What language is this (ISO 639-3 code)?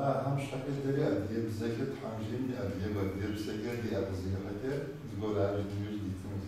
kbd